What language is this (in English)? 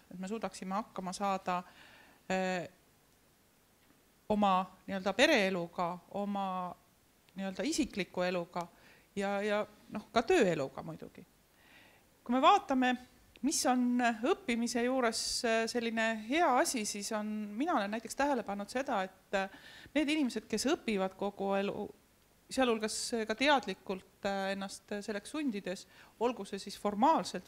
Estonian